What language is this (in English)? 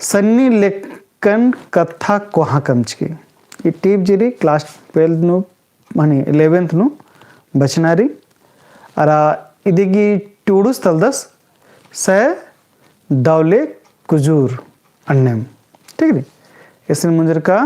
Kurukh